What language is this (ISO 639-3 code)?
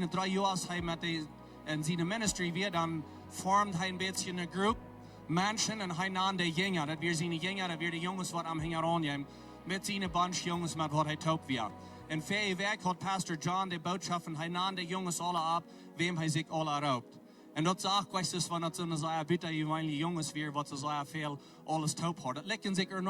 pdt